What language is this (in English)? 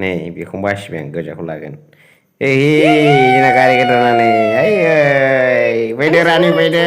Bodo